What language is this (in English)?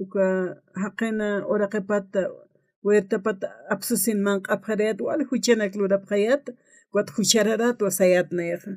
Aymara